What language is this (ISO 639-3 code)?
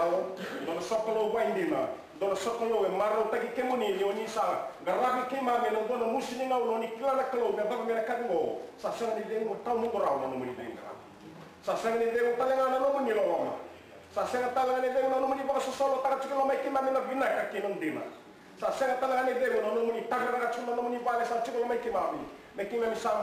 fij